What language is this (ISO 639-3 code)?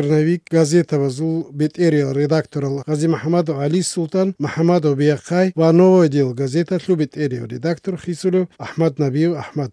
ava